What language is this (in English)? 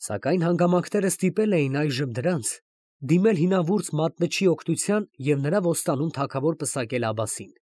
Armenian